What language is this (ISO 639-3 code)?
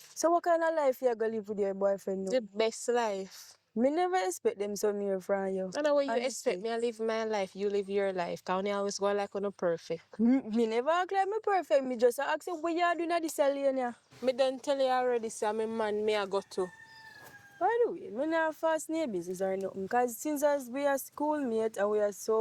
jam